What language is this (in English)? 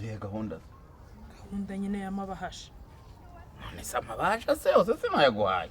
Kinyarwanda